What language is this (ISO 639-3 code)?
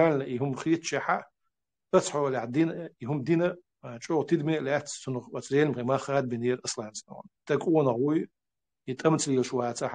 che